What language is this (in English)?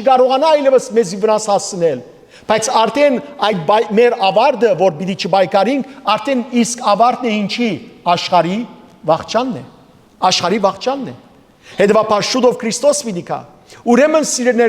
Western Armenian